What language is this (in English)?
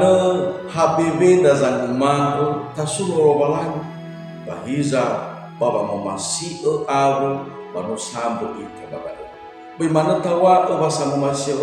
Nias